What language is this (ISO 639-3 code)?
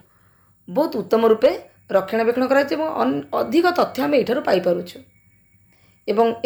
ori